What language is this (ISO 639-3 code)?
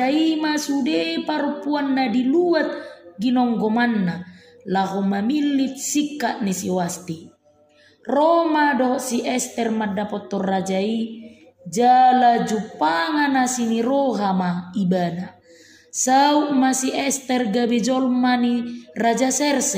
bbc